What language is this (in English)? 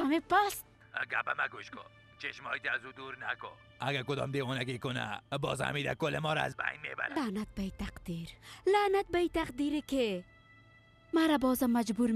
Persian